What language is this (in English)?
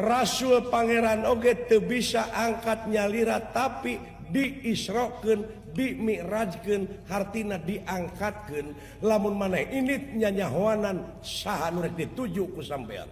Sundanese